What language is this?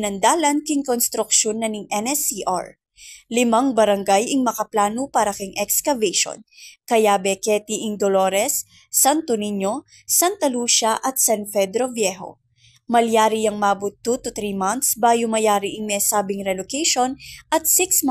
Pampanga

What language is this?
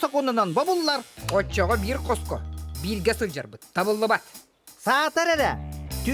Yakut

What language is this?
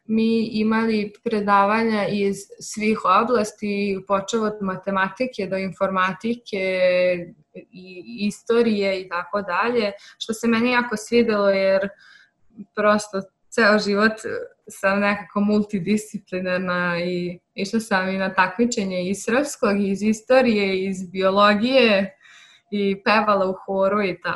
Serbian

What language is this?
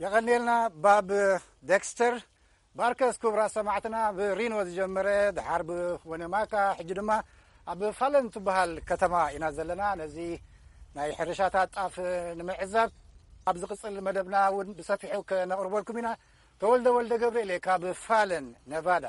Tigrinya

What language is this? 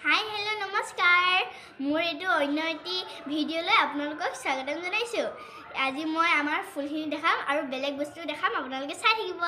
Assamese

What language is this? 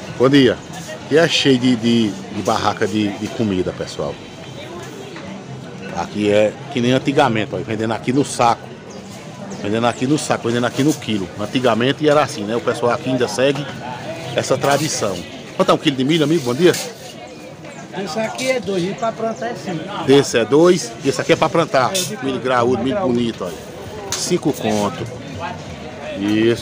Portuguese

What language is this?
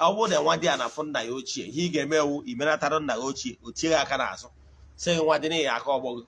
Igbo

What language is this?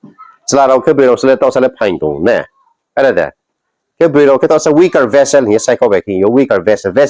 Riang (India)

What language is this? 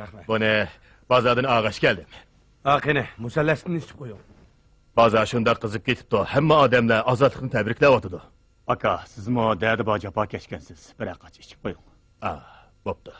Uyghur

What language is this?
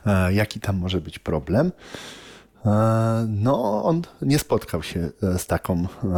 Polish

